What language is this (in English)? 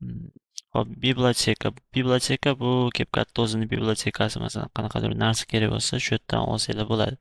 Uzbek